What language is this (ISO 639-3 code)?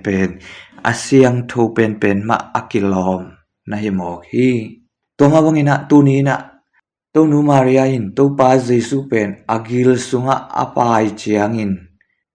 ctd